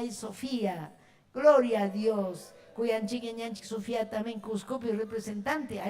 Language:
Ayacucho Quechua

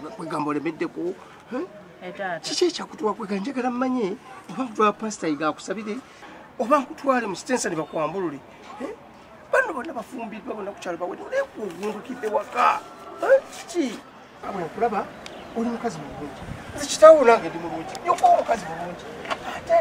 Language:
Ganda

